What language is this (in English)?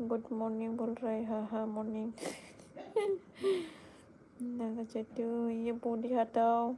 Bodo